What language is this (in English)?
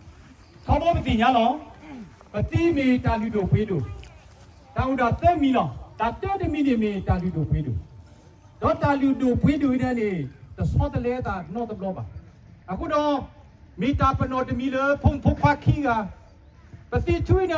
S'gaw Karen